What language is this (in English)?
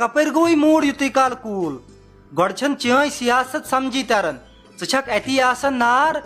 Kashmiri